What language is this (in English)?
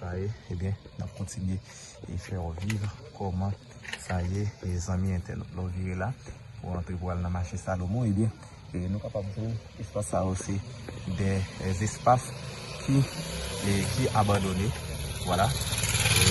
Haitian Creole